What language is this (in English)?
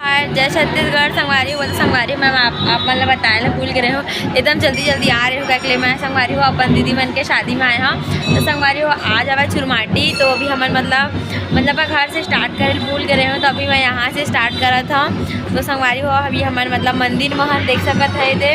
Chhattisgarhi